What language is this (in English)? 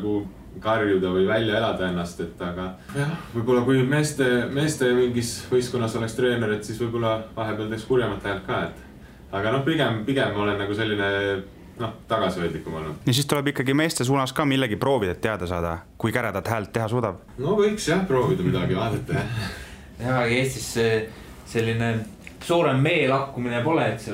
Estonian